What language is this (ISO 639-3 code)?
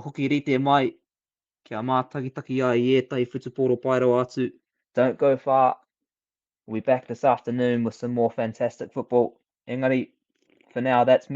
mri